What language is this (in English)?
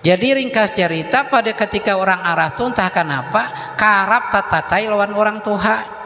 Banjar